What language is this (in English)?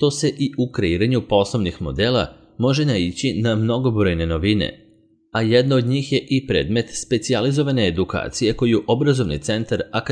Serbian